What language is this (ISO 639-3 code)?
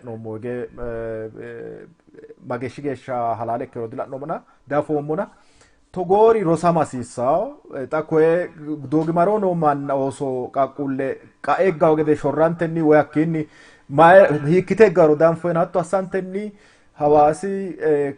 sid